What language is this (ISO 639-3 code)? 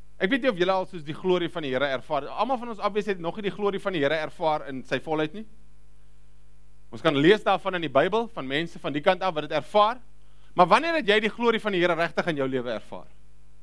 afr